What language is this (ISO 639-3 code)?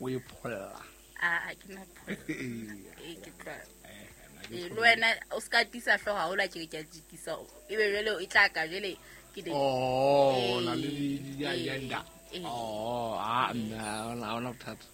sot